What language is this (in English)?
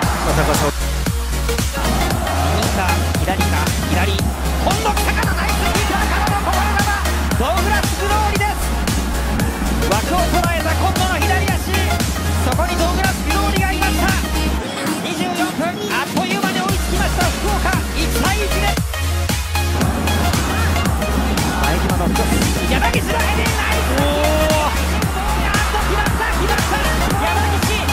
Japanese